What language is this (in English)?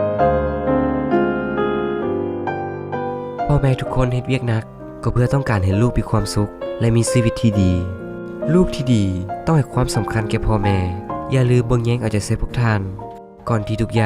Lao